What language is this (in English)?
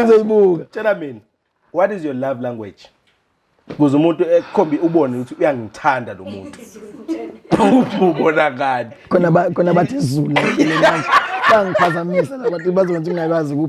Zulu